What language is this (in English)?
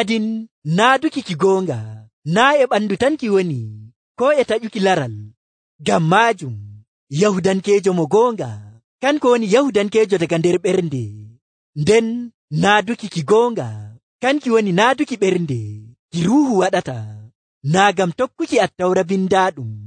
Nigerian Fulfulde